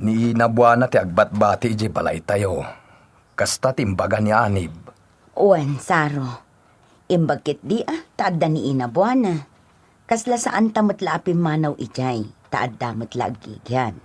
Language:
Iloko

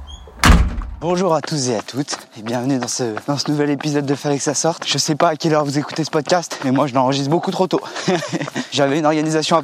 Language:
French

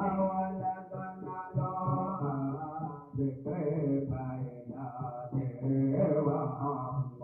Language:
Banjar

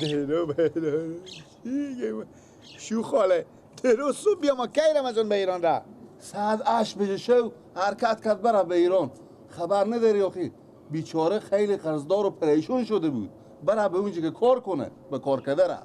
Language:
Persian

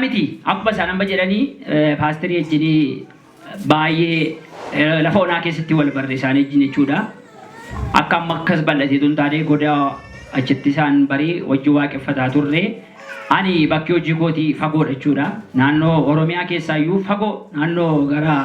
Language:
Oromo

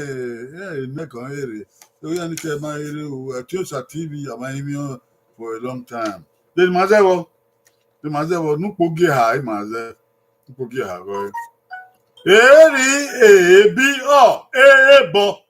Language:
Bini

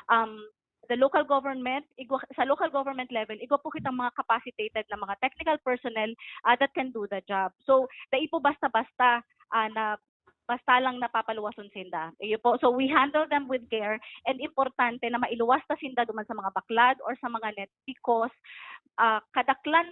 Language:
Bikol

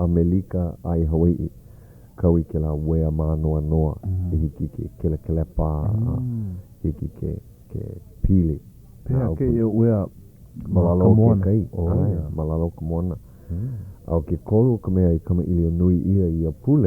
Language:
Hawaiian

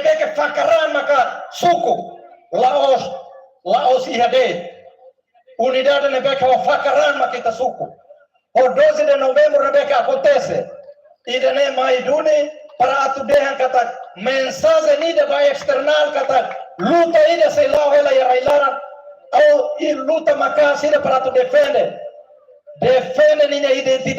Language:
Tetum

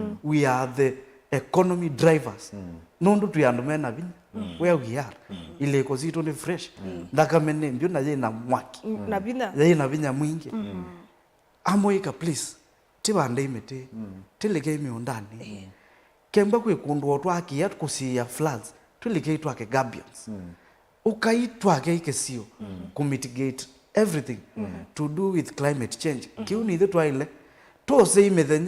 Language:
Kamba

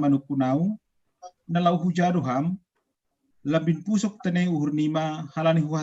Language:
Batak Simalungun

